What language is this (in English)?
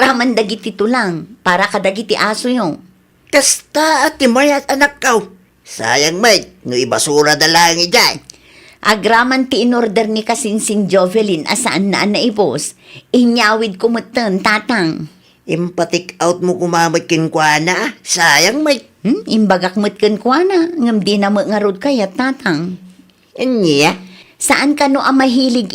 Iloko